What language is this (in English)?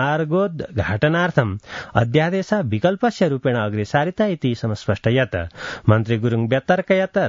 Sanskrit